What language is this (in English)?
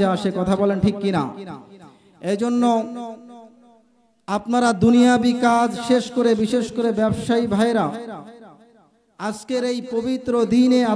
Bangla